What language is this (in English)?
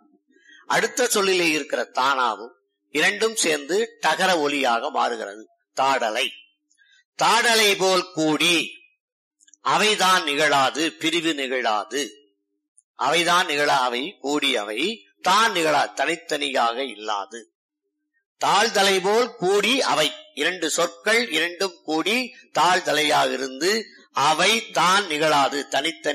Tamil